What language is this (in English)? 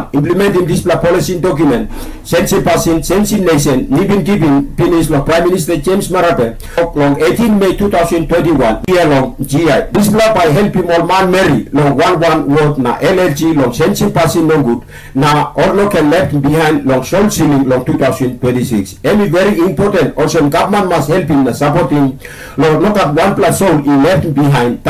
Tok Pisin